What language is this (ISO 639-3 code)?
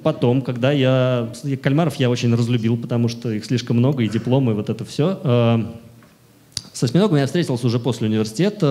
rus